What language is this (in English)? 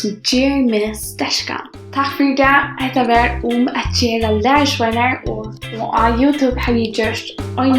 Faroese